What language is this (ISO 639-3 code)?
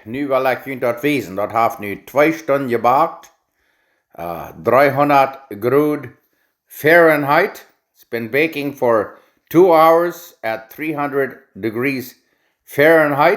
pdt